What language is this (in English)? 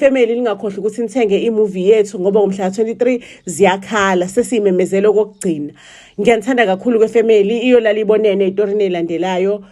Zulu